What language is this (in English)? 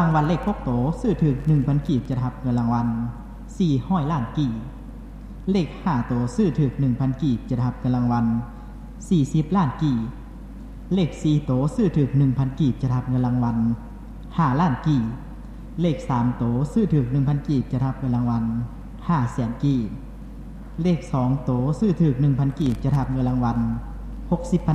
Lao